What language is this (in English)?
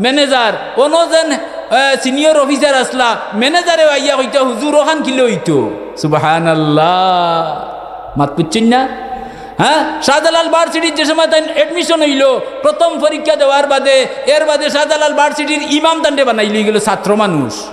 Sylheti